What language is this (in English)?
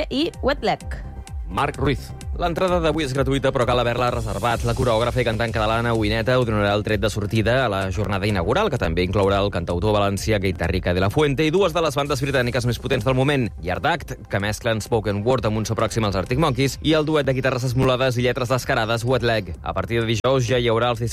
Catalan